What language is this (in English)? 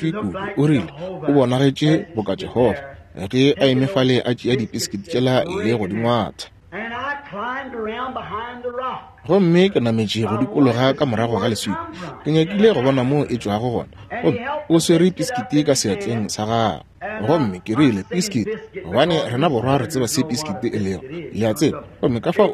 Northern Sotho